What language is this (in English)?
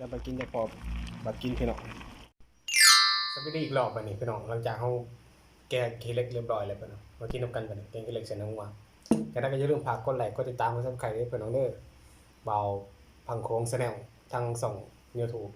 Lao